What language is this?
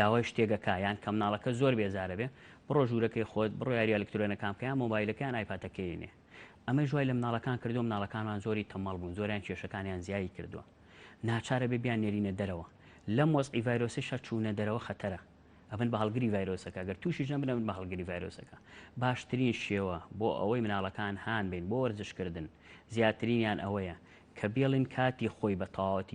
Central Kurdish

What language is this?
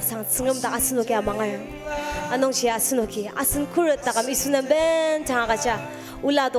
Ao Naga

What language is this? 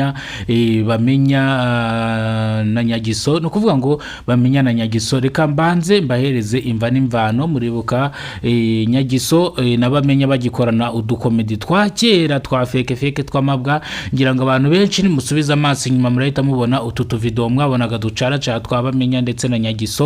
Kinyarwanda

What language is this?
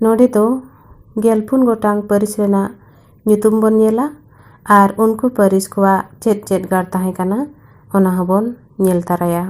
Santali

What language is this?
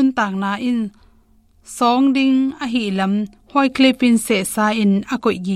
Tedim Chin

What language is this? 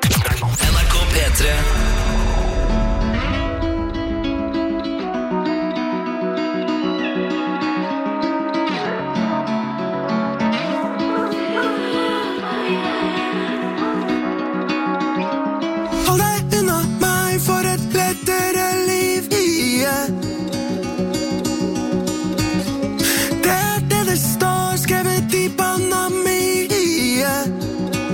Norwegian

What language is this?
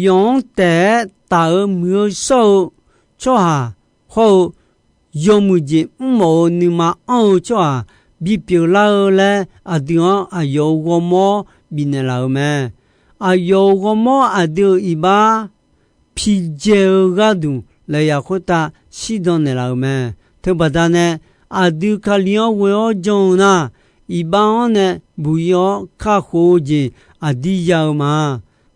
Akha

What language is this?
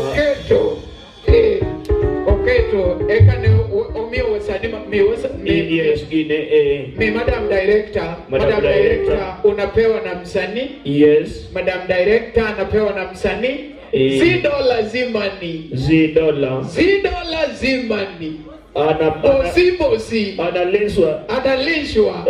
Luo (Kenya and Tanzania)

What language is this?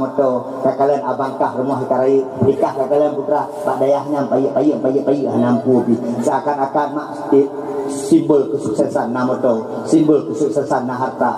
Achinese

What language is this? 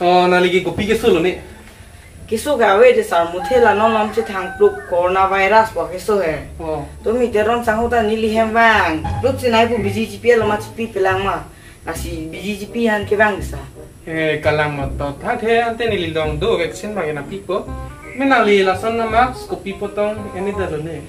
Karbi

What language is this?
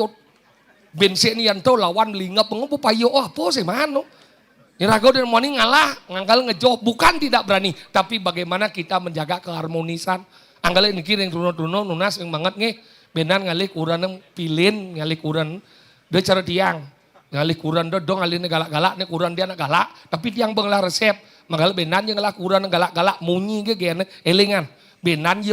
Balinese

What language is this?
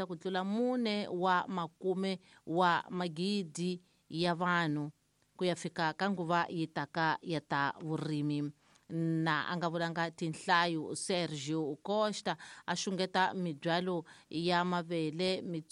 Tsonga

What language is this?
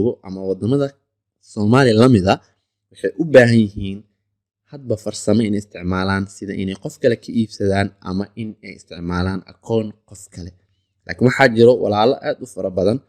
Somali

